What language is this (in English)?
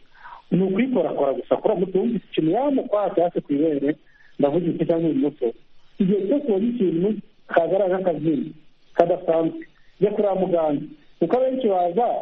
Kinyarwanda